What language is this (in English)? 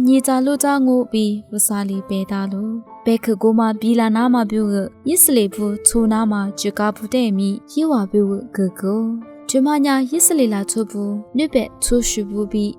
Lisu